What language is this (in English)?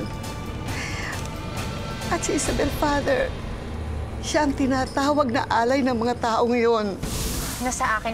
Filipino